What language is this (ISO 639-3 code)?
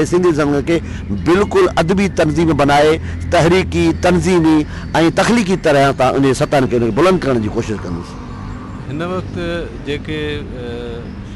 snd